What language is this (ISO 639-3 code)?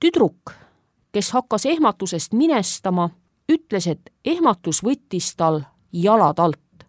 est